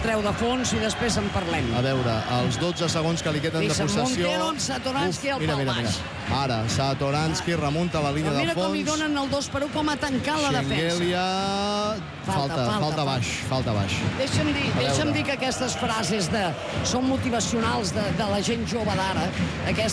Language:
Catalan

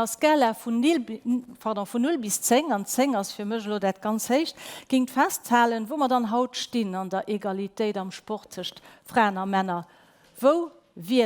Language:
Luxembourgish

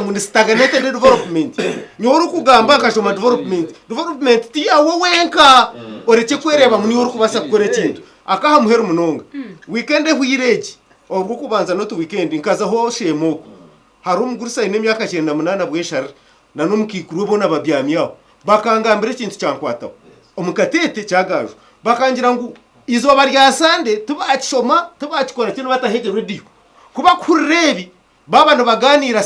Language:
Nyankole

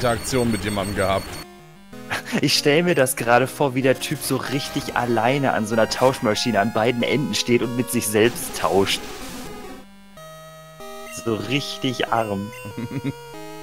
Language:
German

